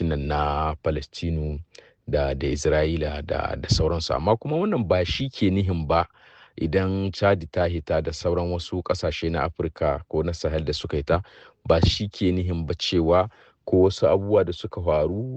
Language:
Hausa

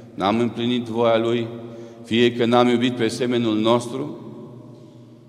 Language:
Romanian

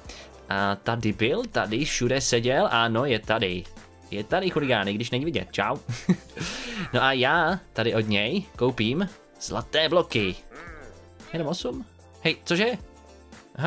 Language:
Czech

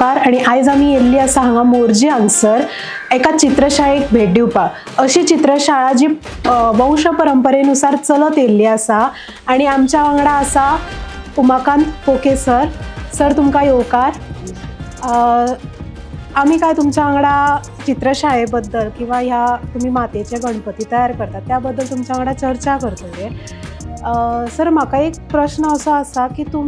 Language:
Konkani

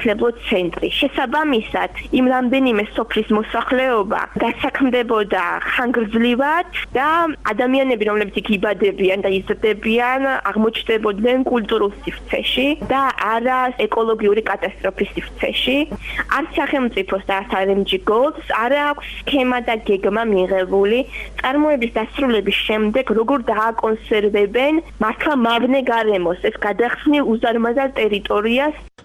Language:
Georgian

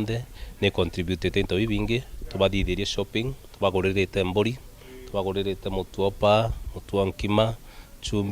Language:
Meru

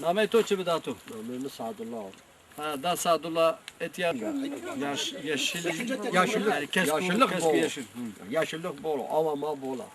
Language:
Zaza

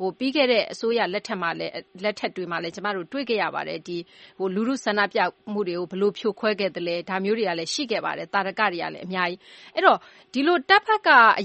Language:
Burmese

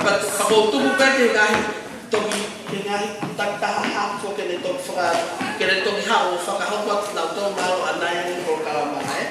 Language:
Tongan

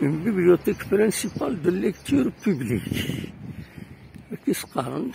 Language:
Kabyle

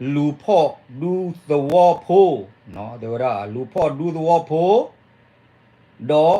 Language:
S'gaw Karen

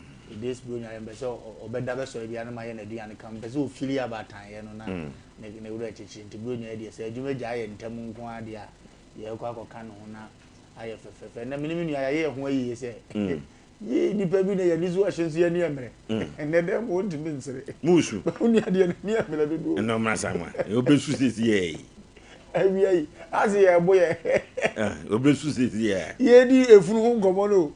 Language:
Akan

